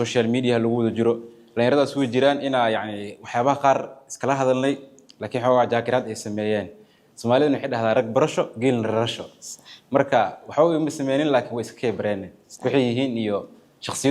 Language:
Somali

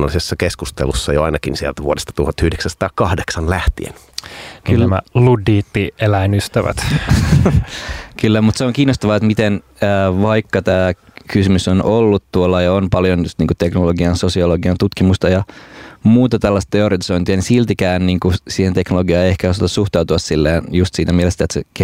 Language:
Finnish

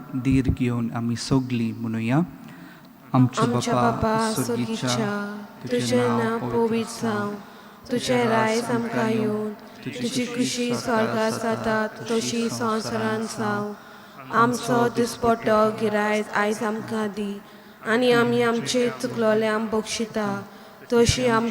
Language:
Konkani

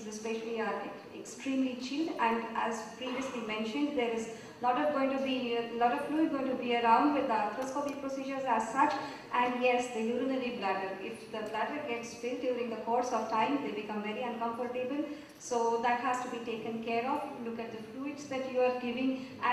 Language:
English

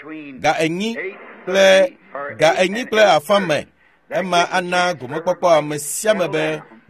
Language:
Ewe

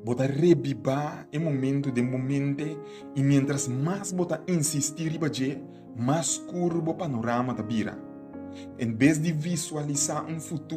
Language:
Papiamento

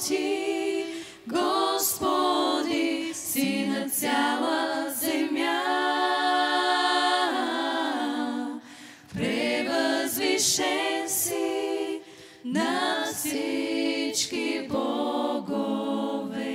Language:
Bulgarian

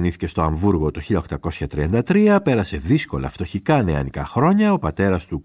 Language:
Greek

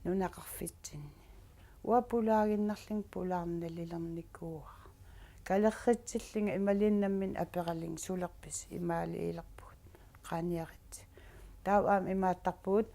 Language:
Kalaallisut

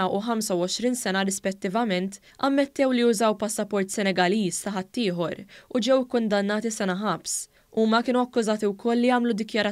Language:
Maltese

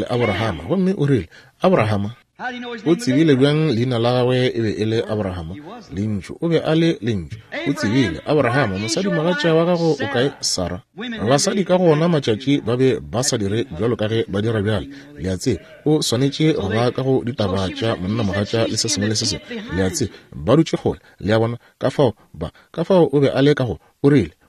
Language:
Northern Sotho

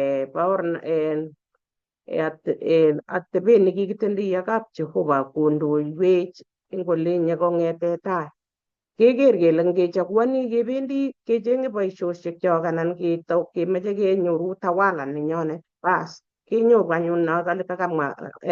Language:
Kalenjin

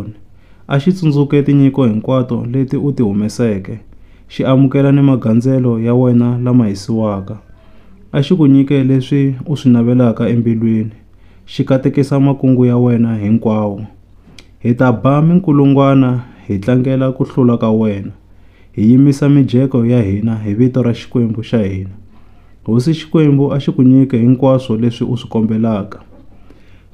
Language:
Tsonga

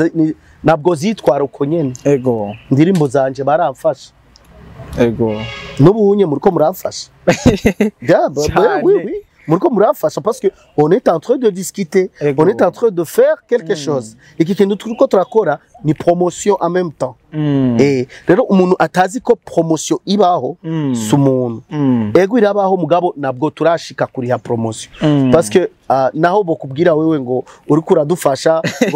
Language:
Rundi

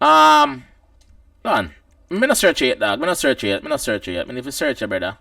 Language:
Jamaican Creole English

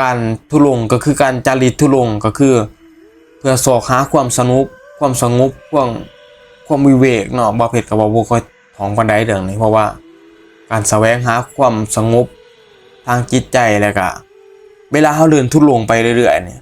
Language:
Northeastern Thai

